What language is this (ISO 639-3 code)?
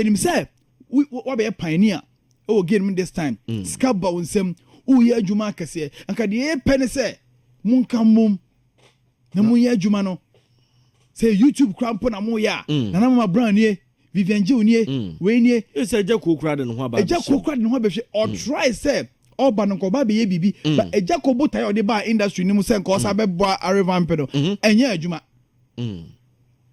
aka